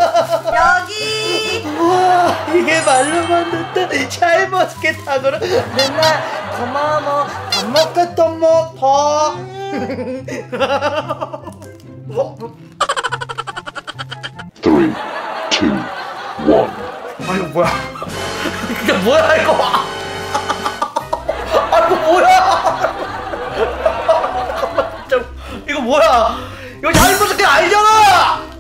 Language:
Korean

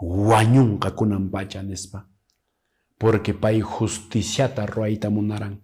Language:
Quechua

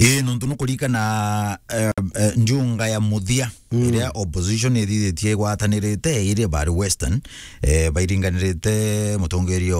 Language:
Meru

